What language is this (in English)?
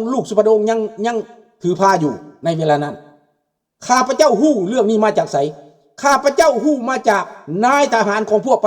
Lao